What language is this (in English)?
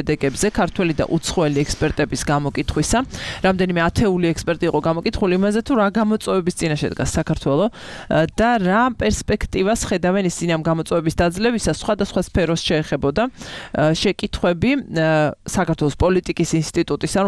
Georgian